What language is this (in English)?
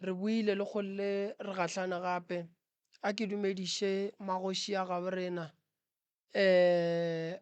Northern Sotho